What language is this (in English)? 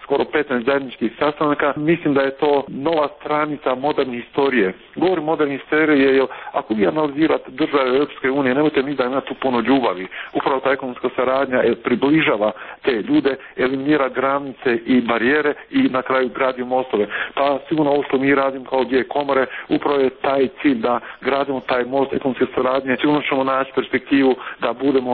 Serbian